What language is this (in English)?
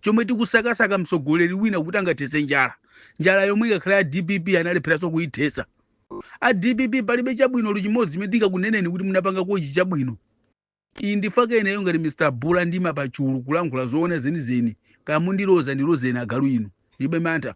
Nyanja